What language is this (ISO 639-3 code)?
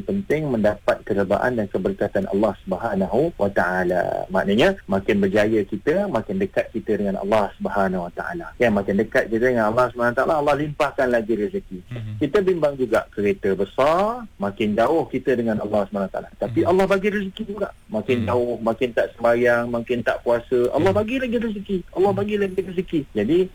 msa